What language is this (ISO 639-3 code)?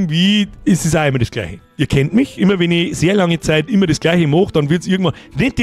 bar